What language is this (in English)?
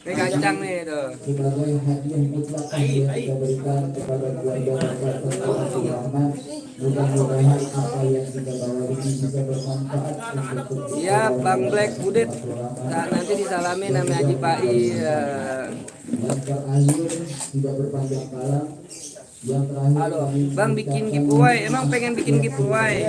Betawi